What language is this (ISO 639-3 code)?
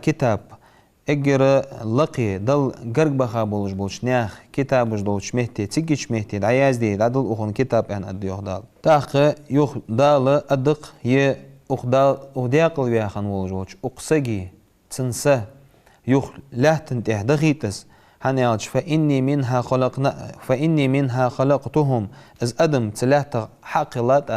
inh